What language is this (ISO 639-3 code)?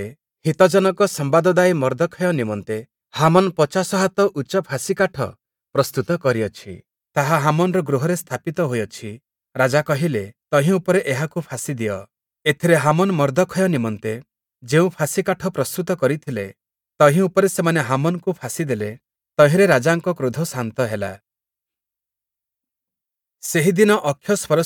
ori